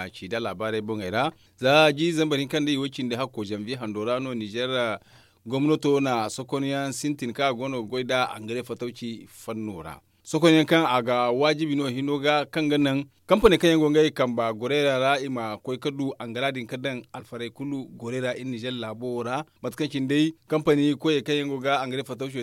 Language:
Zarma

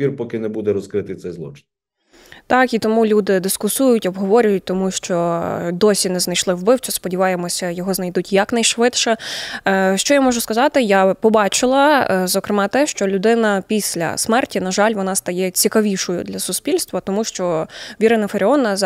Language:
Ukrainian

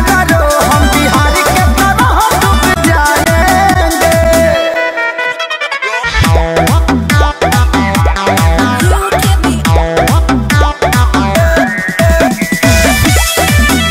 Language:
Bhojpuri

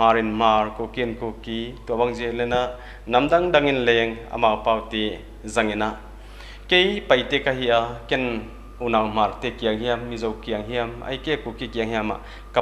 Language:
Paite Chin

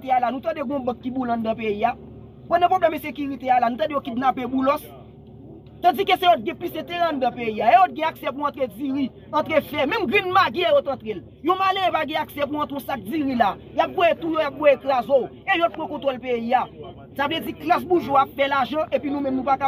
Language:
Haitian Creole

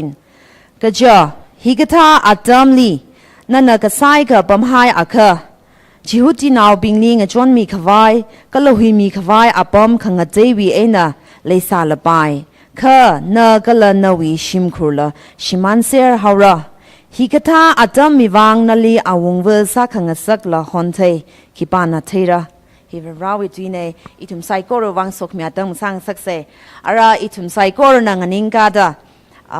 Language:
Tangkhul Naga (India)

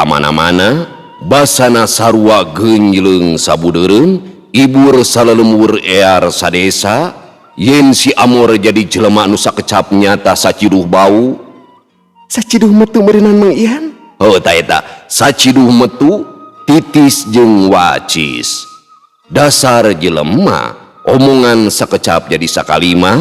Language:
Sundanese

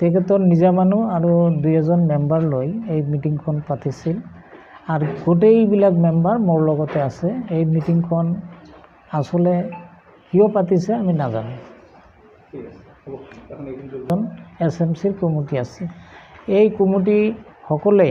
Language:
Assamese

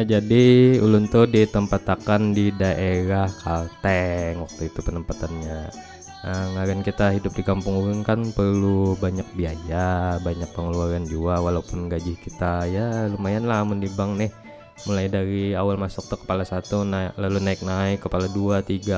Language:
Banjar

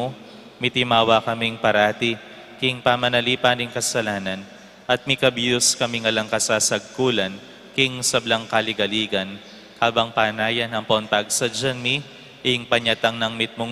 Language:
Pampanga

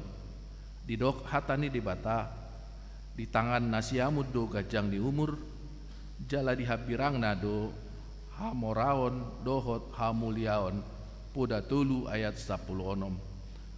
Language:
Batak Toba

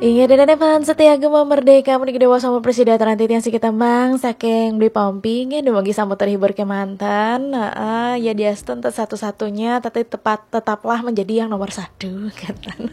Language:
Balinese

